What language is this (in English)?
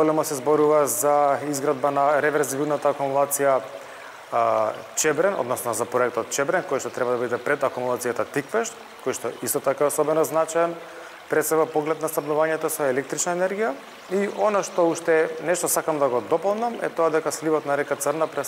Macedonian